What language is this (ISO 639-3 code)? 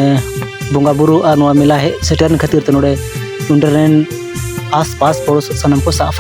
sat